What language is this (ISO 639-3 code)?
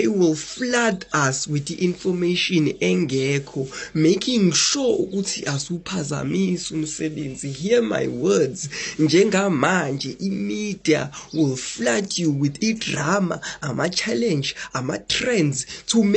zul